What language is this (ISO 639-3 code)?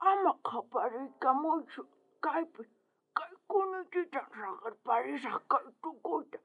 quh